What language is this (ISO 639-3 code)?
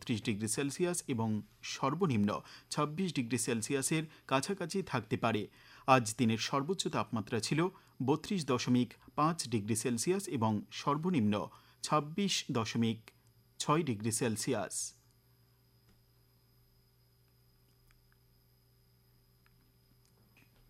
ben